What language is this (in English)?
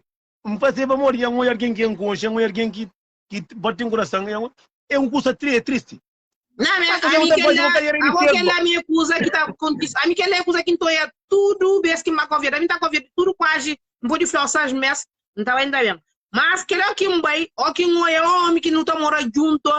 Kabuverdianu